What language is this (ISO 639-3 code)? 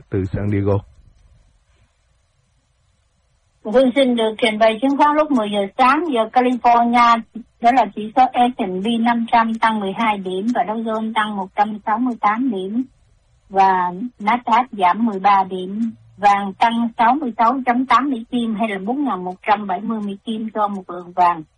vie